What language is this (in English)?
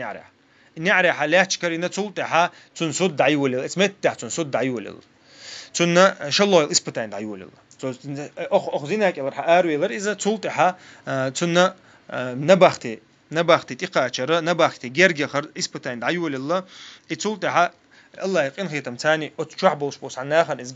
Chechen